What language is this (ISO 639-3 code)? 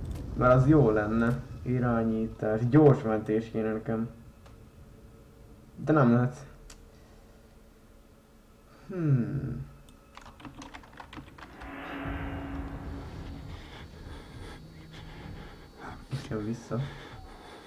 hun